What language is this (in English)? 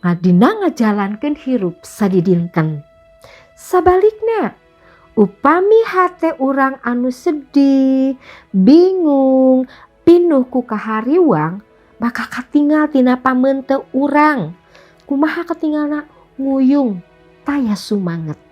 Sundanese